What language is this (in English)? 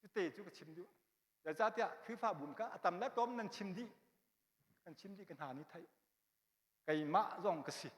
Hakha Chin